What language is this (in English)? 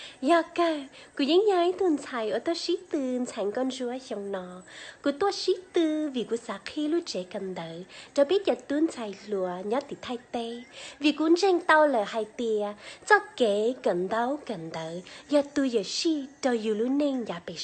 Hmong